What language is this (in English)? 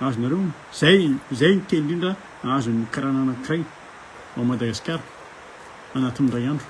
Malagasy